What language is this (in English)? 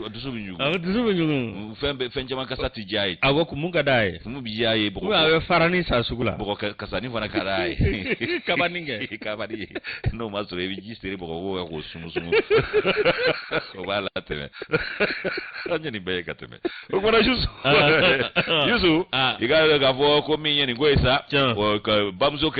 Bambara